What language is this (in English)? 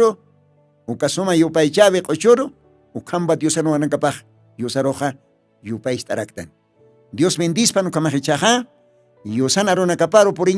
Aymara